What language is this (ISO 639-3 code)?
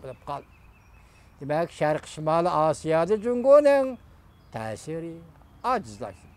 uig